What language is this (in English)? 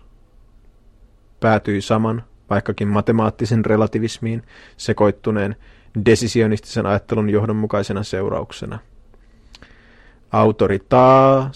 Finnish